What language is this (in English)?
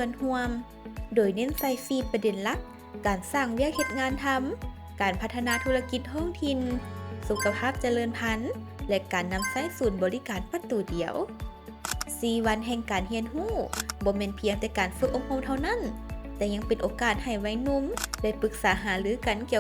Lao